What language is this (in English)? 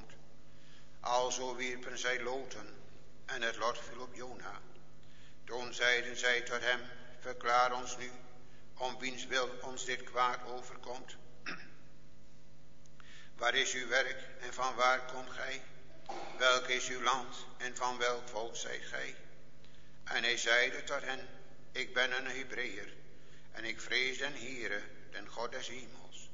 Dutch